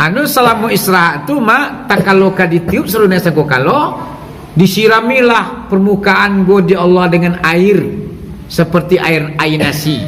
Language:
Minangkabau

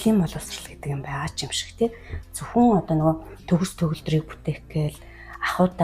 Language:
Mongolian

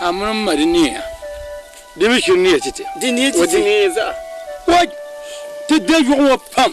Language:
Dagbani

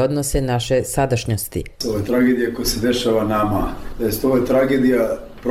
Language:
Bosnian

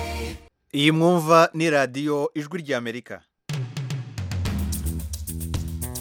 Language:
Kinyarwanda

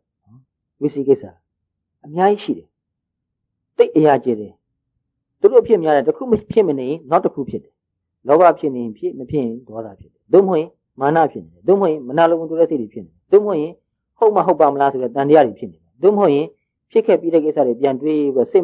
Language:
Burmese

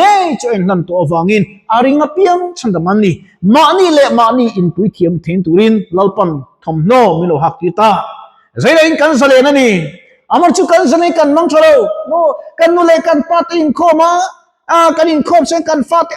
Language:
Mizo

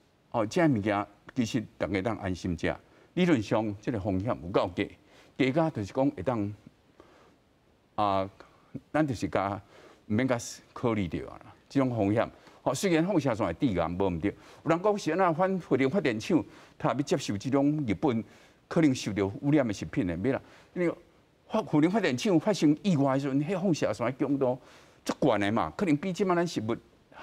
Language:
Min Nan Chinese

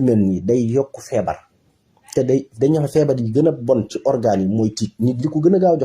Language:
Wolof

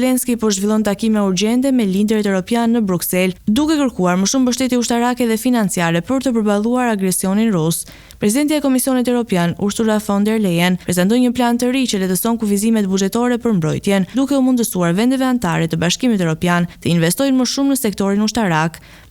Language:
Albanian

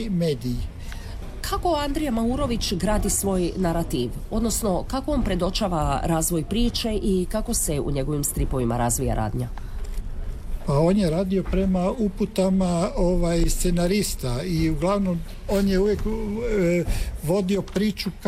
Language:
Croatian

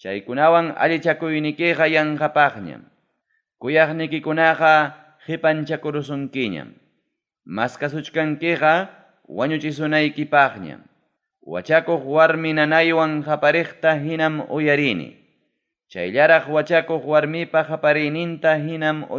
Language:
Ayacucho Quechua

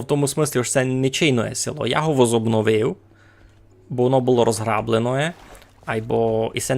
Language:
Rusyn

